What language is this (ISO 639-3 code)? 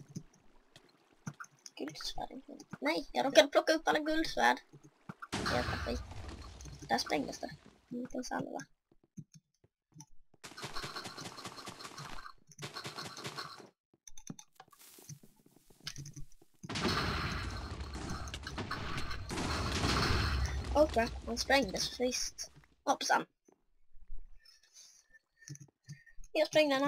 swe